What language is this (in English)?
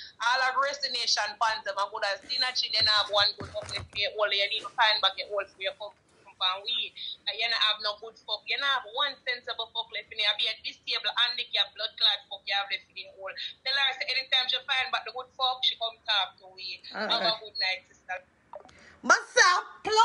Jamaican Creole English